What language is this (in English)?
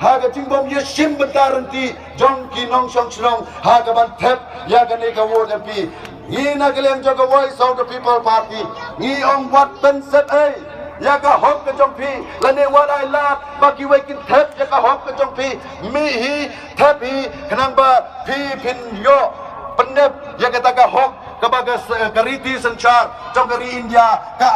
Khasi